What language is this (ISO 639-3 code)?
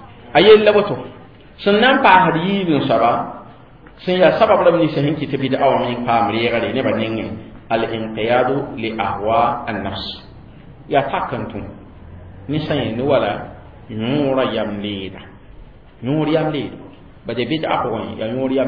mos